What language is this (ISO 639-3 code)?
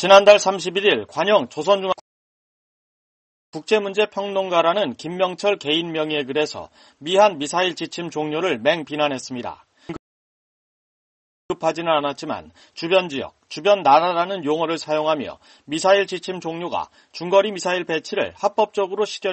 kor